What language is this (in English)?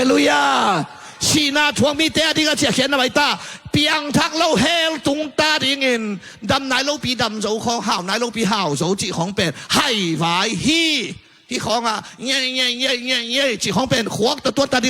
Tedim Chin